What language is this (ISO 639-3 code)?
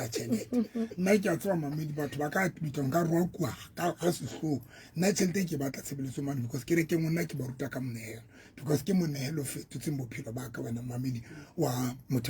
sot